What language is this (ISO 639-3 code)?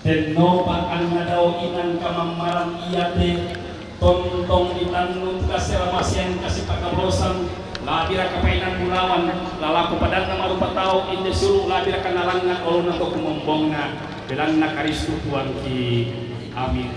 sda